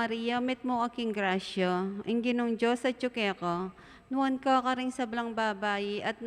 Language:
Pampanga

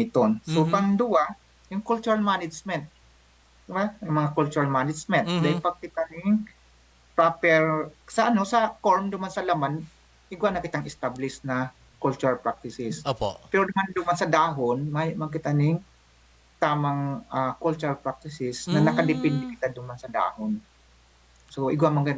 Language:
Bikol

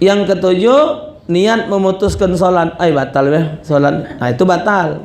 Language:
Musi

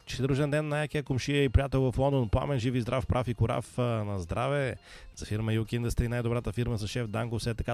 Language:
Bulgarian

